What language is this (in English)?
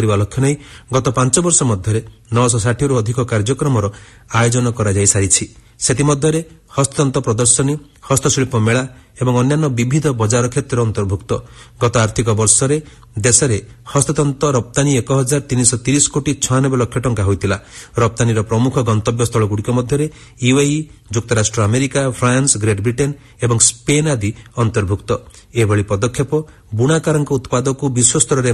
Odia